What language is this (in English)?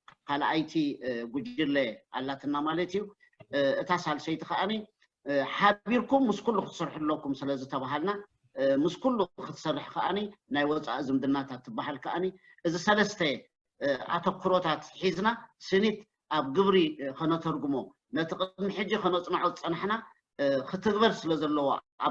Tigrinya